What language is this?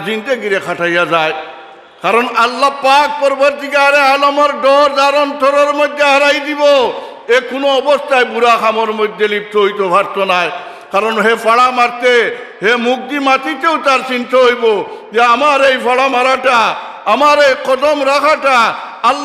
Sylheti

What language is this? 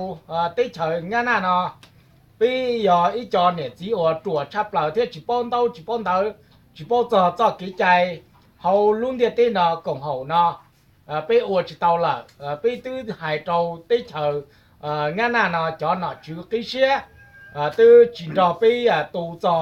Hmong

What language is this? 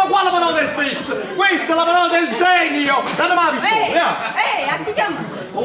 Neapolitan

